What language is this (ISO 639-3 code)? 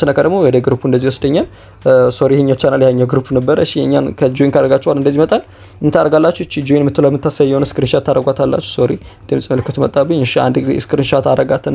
amh